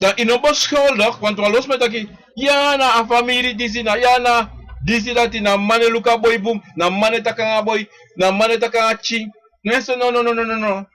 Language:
Sranan Tongo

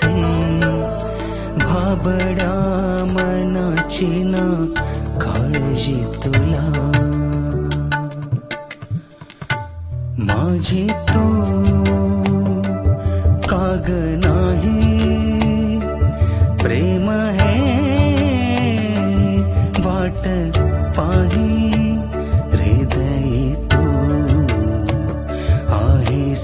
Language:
Marathi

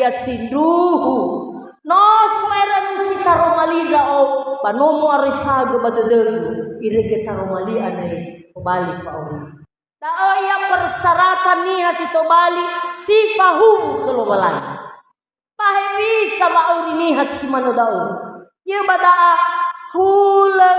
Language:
Nias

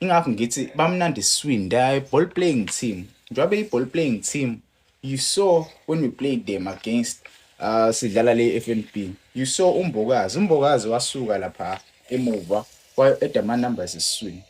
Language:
Zulu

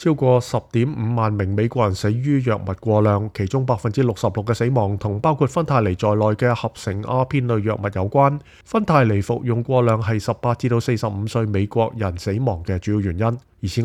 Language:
Cantonese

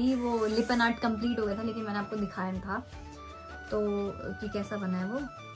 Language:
Hindi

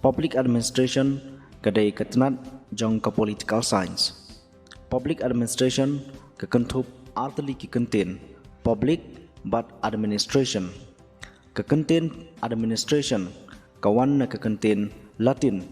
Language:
Khasi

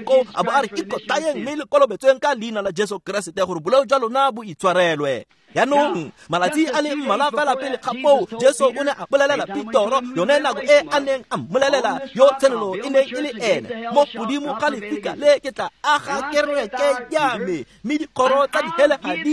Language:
Tswana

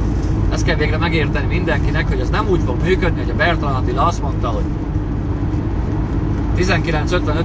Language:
Hungarian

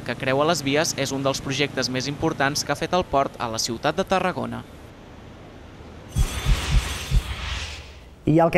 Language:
Catalan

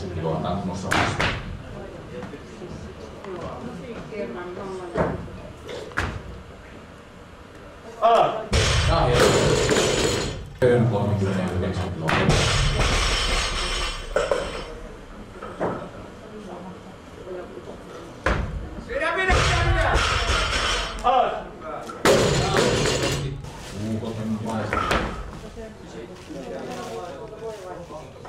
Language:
Finnish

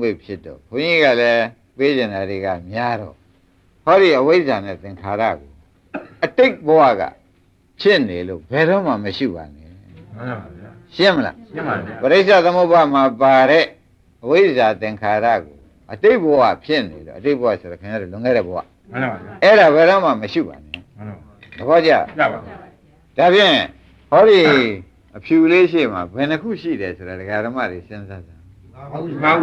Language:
Burmese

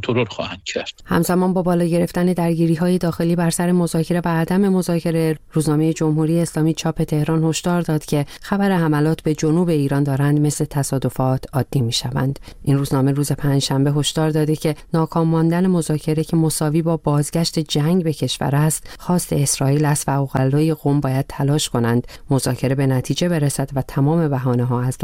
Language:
Persian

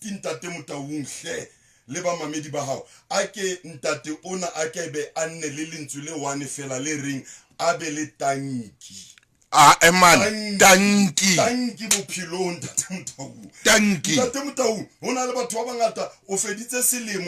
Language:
Southern Sotho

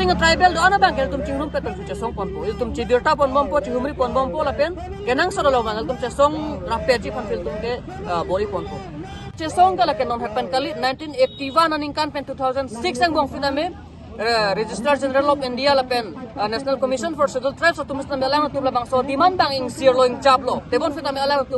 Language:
Karbi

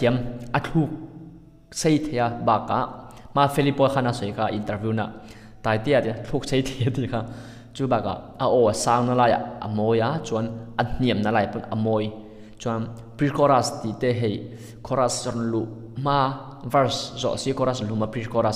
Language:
Mizo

